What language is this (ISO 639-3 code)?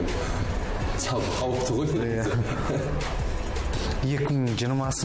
kaz